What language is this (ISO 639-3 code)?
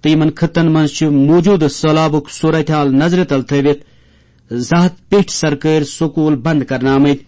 kas